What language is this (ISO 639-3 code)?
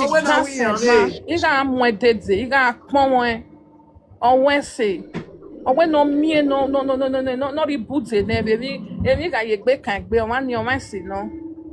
pcm